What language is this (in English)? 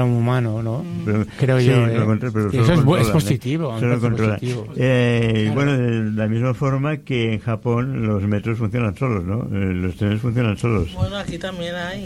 Spanish